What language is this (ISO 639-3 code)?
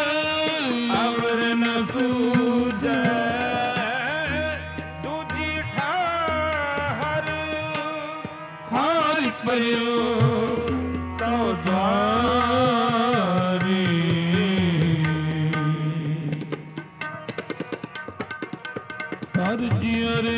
pan